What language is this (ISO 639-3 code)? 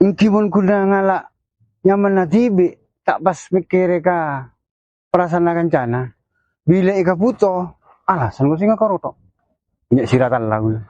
mad